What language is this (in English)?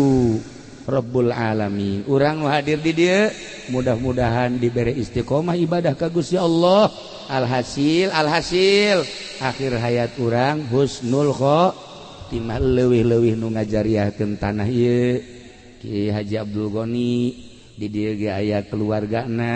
Sundanese